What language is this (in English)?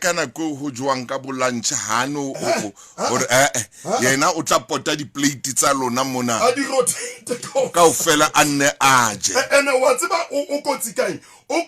Southern Sotho